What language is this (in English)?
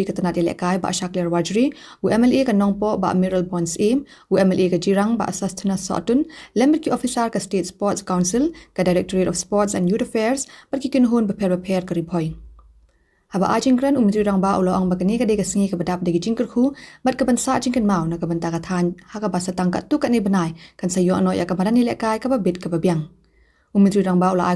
Khasi